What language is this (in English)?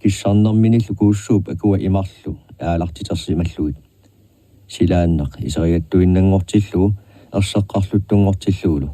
Kalaallisut